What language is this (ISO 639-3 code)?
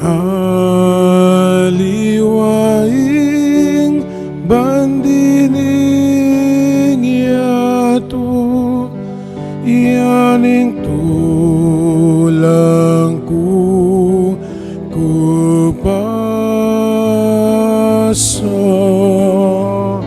pam